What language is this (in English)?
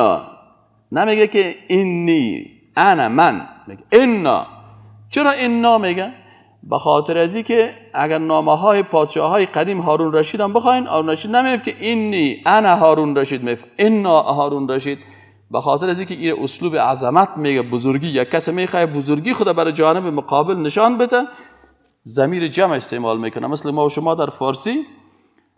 Persian